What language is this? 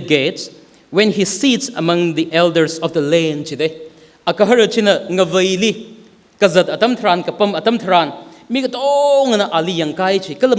Tangkhul Naga (India)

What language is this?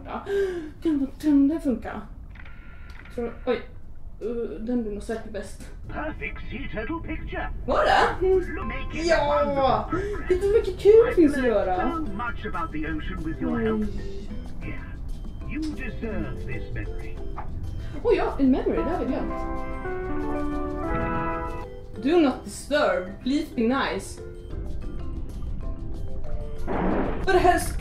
Swedish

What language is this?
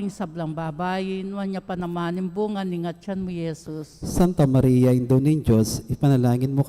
Pampanga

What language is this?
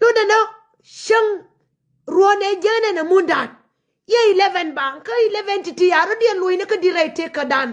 Nuer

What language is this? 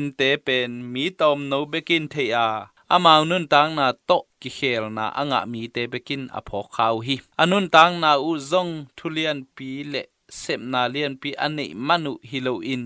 Tedim Chin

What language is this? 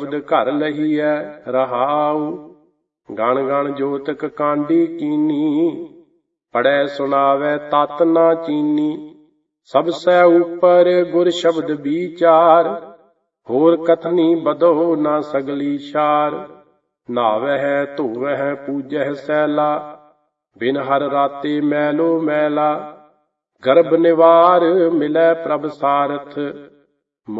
Punjabi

